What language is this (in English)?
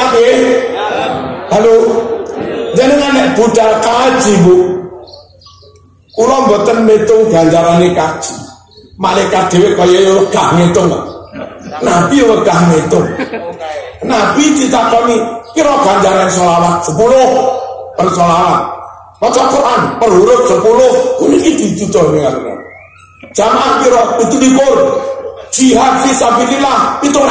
Javanese